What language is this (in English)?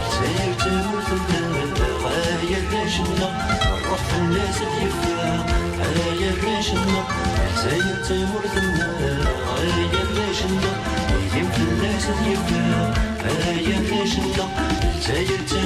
Kabyle